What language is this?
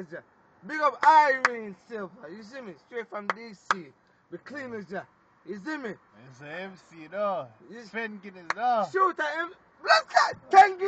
Jamaican Creole English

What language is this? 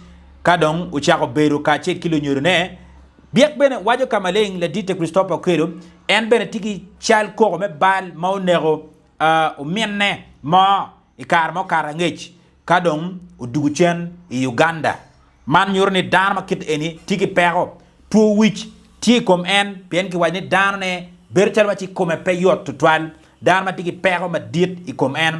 Acoli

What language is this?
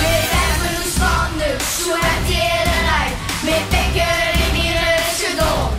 Limburgish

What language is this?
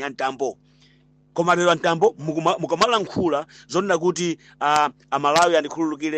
Nyanja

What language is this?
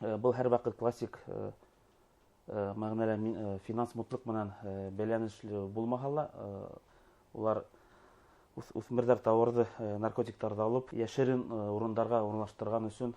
Bashkir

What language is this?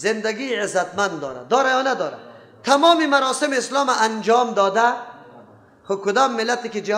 Persian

